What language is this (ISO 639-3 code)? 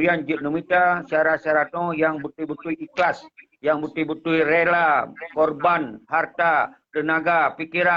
ace